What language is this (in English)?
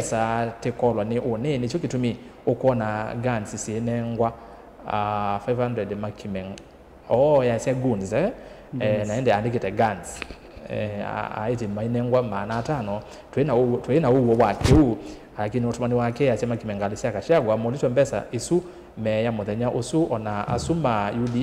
Kamba